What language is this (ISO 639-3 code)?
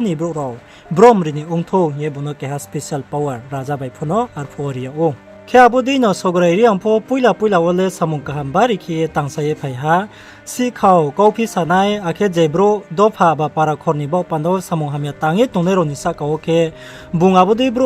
ria